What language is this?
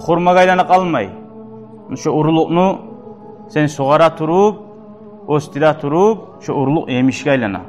Kumyk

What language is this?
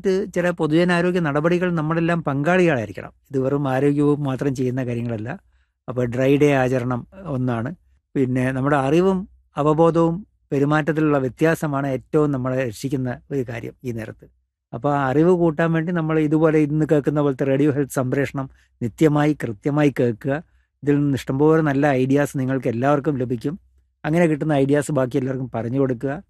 Malayalam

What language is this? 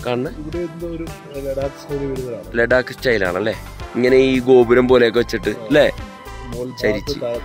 Malayalam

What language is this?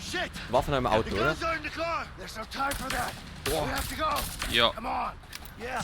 Bavarian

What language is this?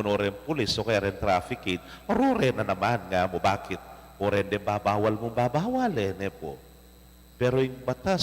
Pampanga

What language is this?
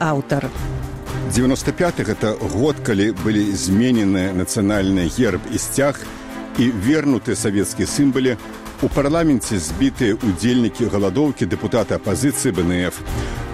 Belarusian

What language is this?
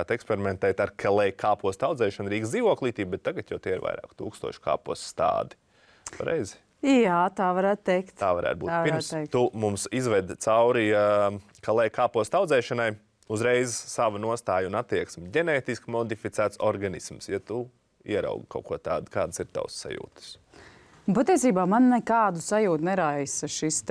Latvian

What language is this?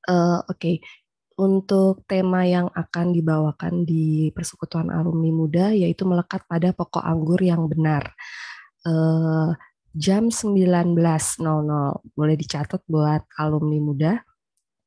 Indonesian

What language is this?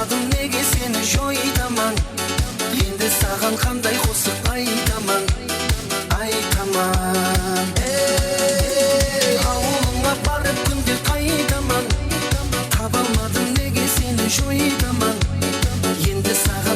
Kara-Kalpak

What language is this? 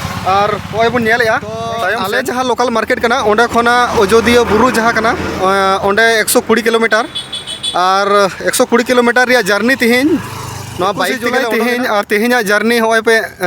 Santali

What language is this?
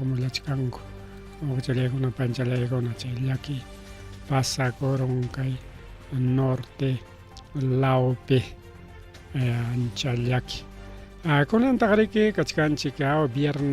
Ayacucho Quechua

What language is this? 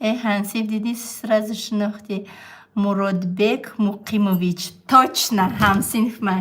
Tajik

